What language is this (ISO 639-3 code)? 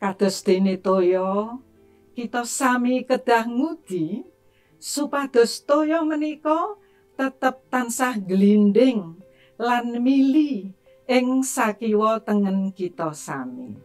jav